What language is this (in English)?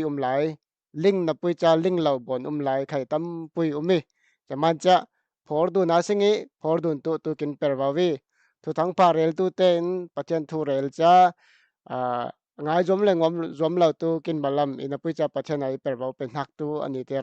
Falam Chin